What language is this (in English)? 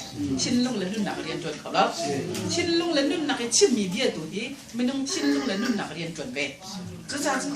Hakha Chin